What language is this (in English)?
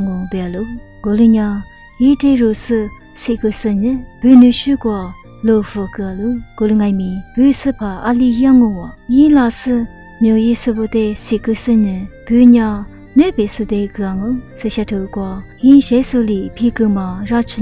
Lisu